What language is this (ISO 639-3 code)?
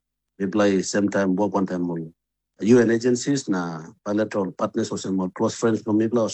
tpi